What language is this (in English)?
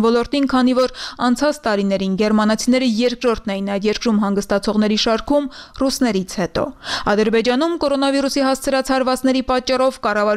Armenian